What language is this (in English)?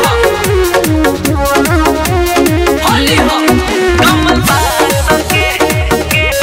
Bhojpuri